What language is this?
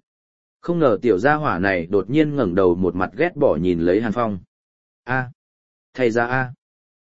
Vietnamese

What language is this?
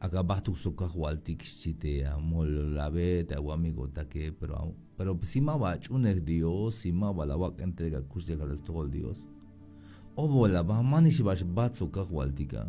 Tzeltal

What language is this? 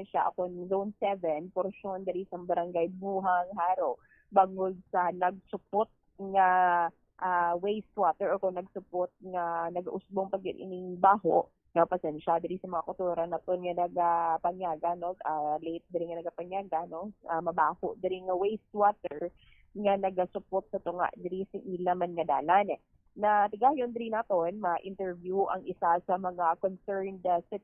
Hiligaynon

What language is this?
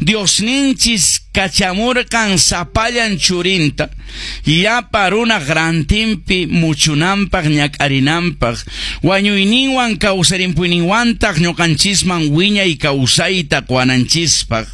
Quechua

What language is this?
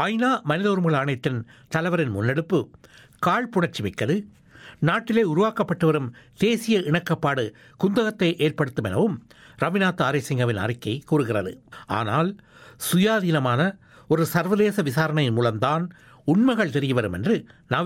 Tamil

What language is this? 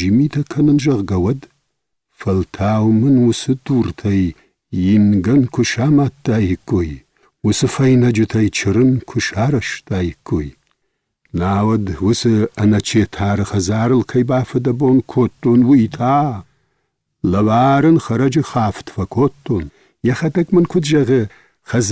Ossetic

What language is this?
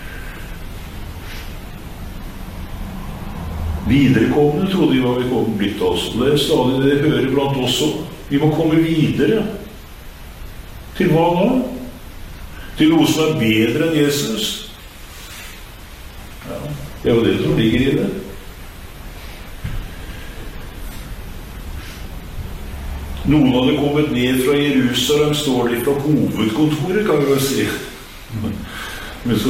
Norwegian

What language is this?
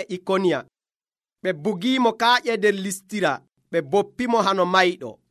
Nigerian Fulfulde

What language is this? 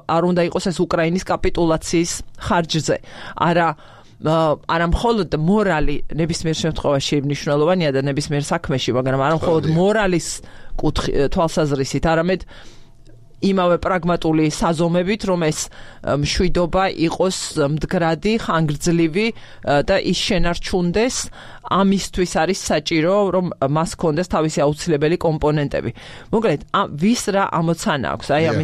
Georgian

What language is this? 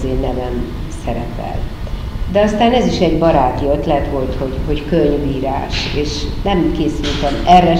Hungarian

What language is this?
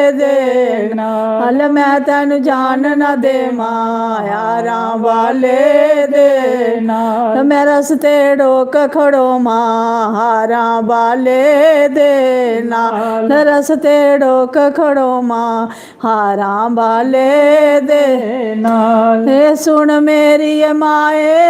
Dogri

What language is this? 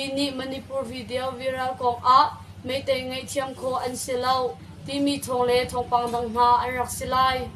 Hakha Chin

